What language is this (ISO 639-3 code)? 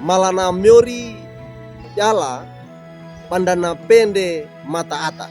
wew